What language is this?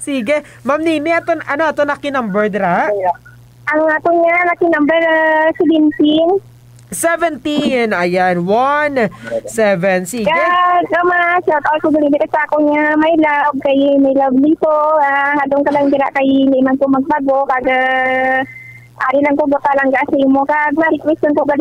Hiligaynon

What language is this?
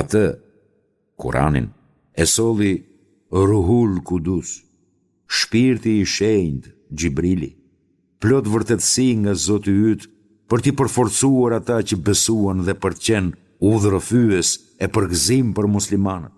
Albanian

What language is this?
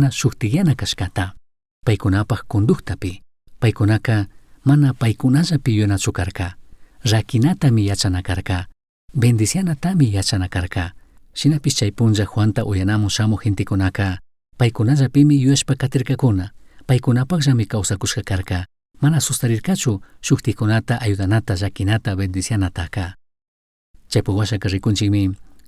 Chimborazo Highland Quichua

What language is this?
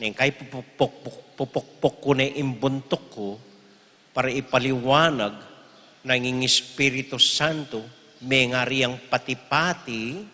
Pampanga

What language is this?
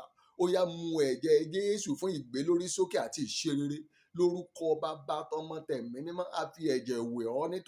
Yoruba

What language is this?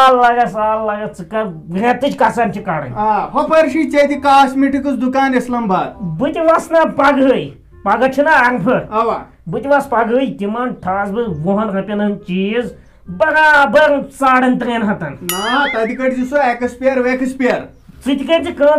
Kashmiri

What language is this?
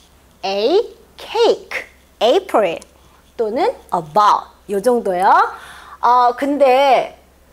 Korean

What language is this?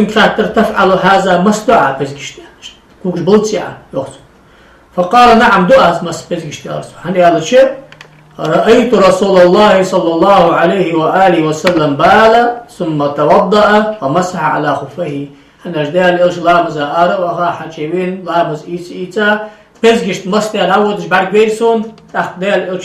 Ingush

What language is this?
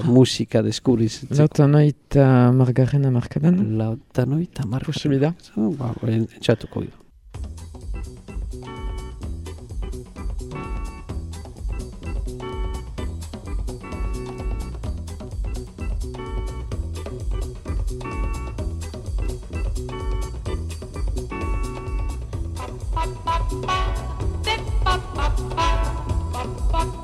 Basque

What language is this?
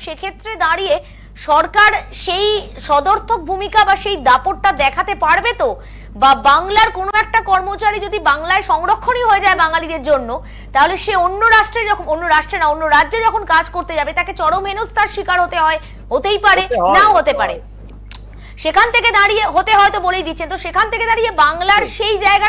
Bangla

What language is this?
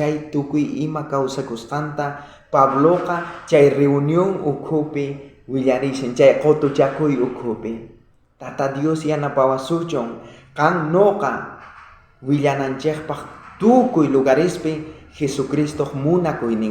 South Bolivian Quechua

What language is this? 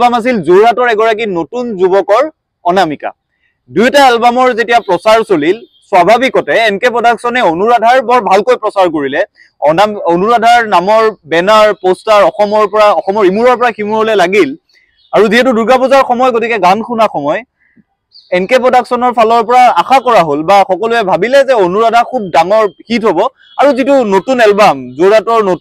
Assamese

